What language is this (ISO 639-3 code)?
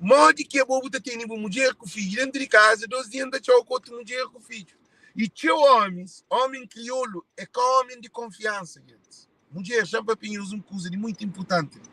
kea